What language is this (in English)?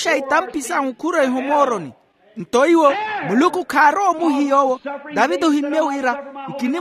Makhuwa